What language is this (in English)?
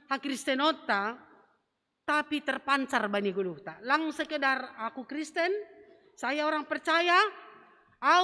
Batak Simalungun